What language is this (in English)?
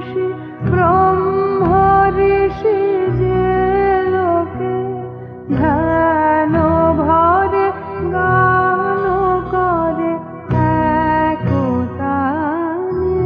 Bangla